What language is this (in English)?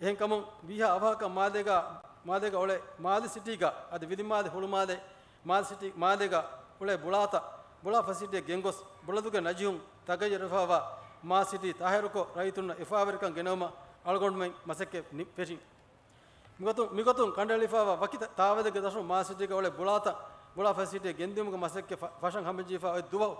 Divehi